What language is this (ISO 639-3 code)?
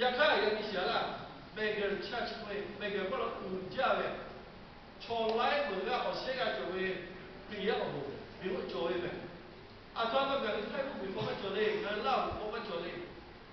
lhu